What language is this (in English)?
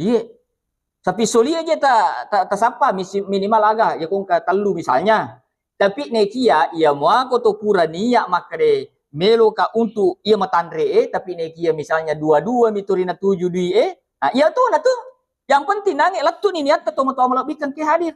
Buginese